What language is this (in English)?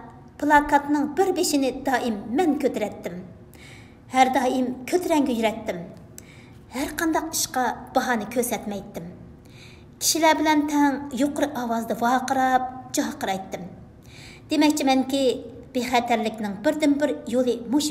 Uyghur